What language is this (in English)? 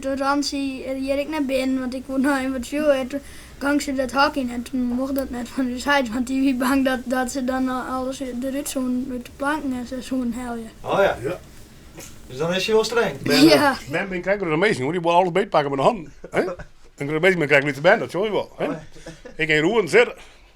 Western Frisian